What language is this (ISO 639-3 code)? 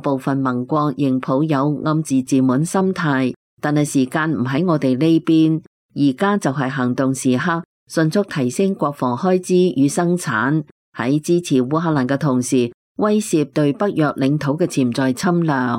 yue